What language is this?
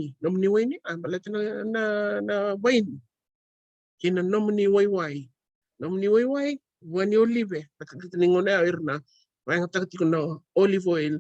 Fijian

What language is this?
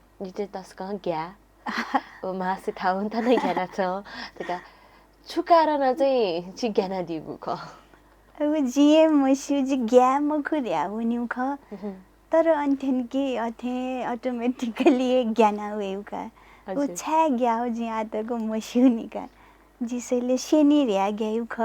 Newari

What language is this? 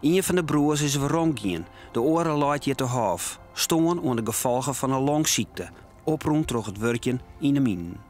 Western Frisian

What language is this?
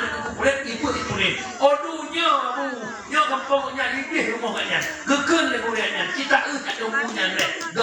Achinese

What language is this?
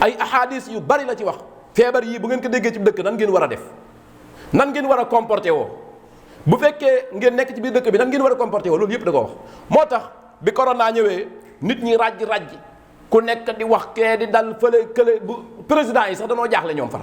Wolof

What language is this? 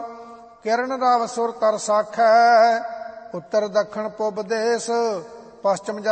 Punjabi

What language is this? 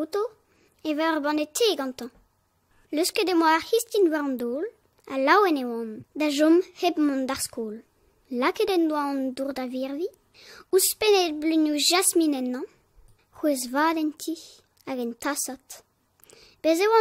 Breton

